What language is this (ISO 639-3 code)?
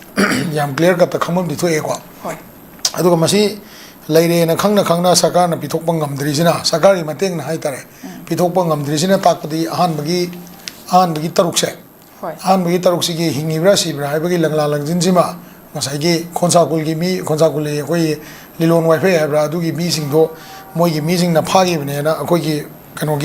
mni